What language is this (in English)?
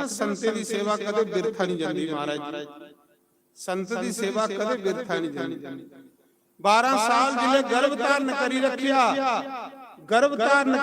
Dogri